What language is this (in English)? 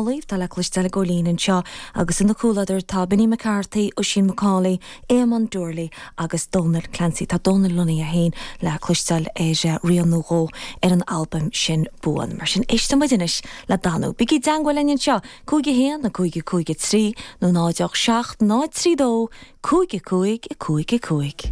Irish